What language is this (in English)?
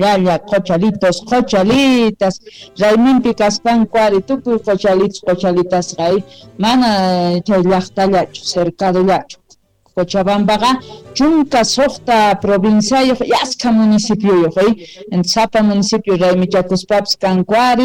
South Bolivian Quechua